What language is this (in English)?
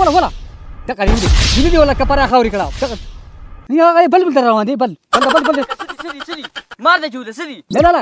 Pashto